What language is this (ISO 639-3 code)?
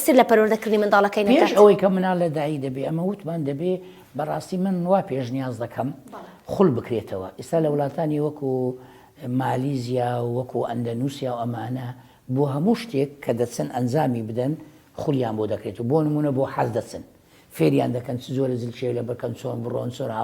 ckb